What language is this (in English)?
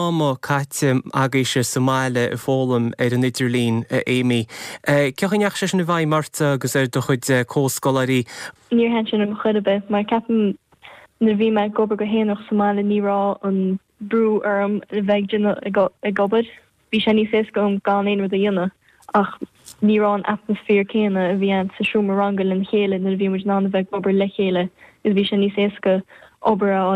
Irish